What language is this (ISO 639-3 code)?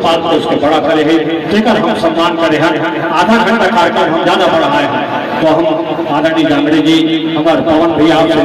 hne